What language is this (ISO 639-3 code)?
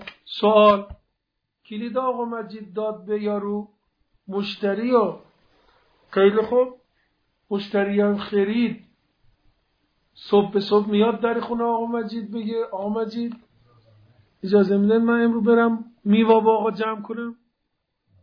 fas